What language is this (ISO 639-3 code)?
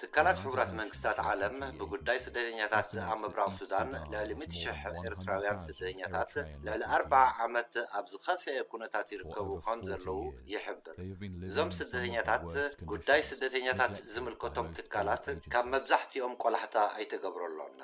tir